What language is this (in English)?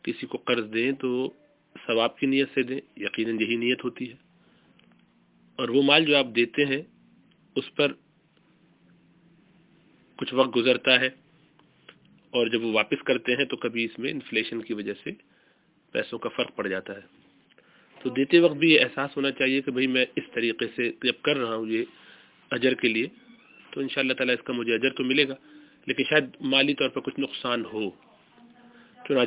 Urdu